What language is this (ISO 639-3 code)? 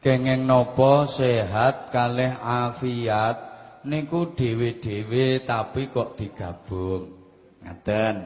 jav